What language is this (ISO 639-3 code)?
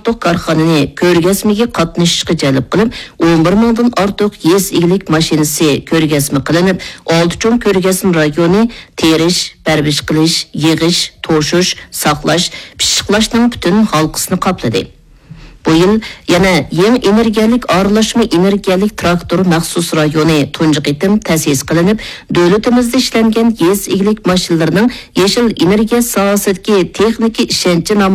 uig